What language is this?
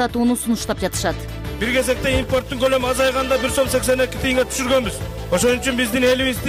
Kyrgyz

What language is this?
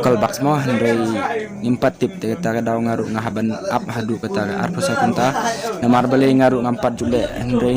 Khasi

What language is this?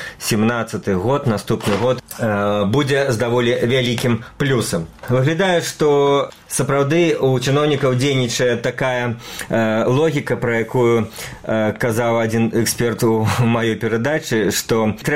Belarusian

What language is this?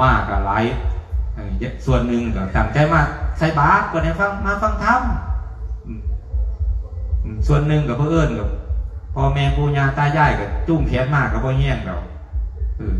Northeastern Thai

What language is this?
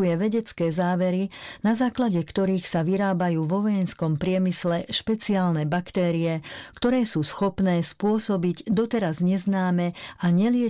Slovak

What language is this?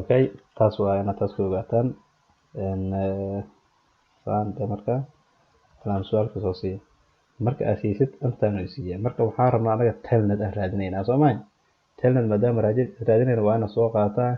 Somali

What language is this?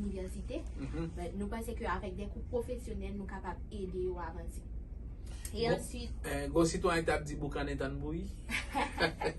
Haitian Creole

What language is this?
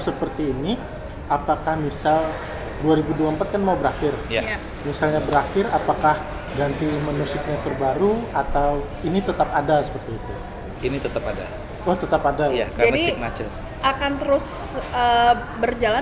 Indonesian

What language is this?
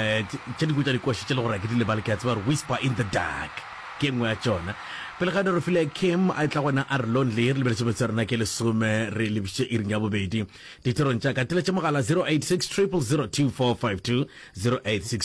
Northern Sotho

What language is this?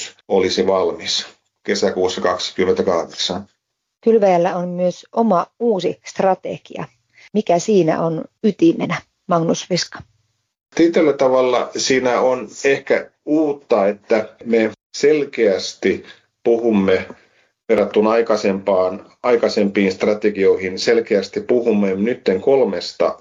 Finnish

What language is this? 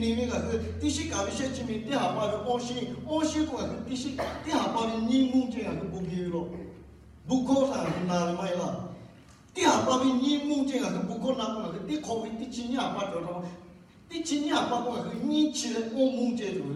Lahu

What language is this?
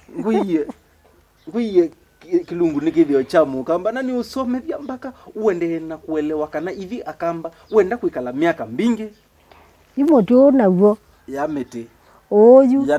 Kamba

